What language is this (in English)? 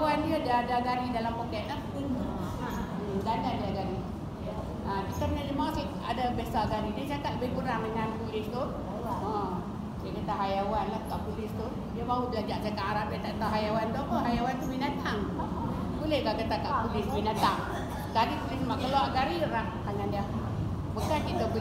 Malay